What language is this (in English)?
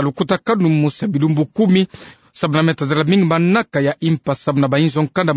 Kituba (Democratic Republic of Congo)